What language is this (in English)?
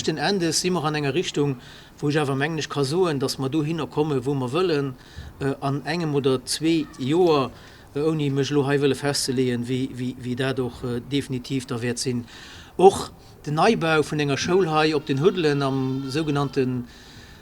Luxembourgish